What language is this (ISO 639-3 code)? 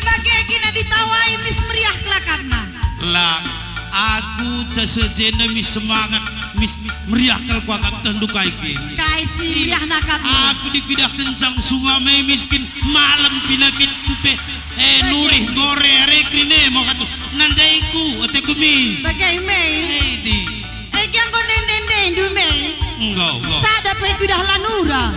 btx